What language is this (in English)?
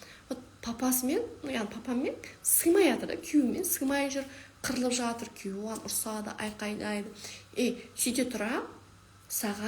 Kazakh